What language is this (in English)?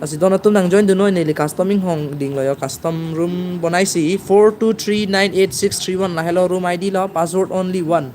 Karbi